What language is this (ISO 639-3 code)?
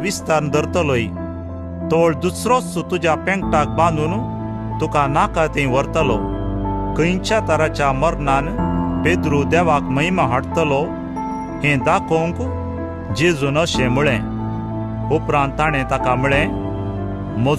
kok